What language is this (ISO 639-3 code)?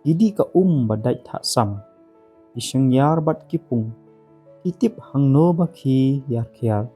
kha